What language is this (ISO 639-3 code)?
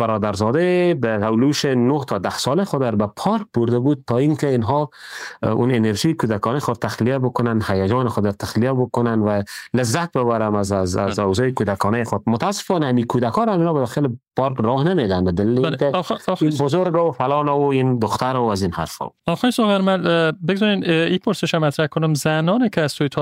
fas